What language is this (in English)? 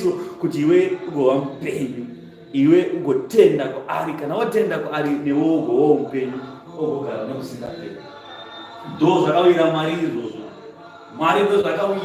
Shona